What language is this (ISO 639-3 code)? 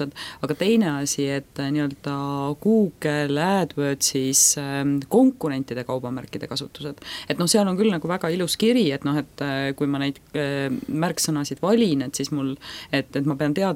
est